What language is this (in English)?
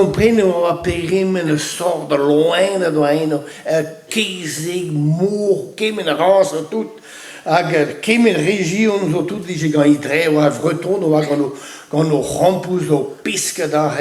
Breton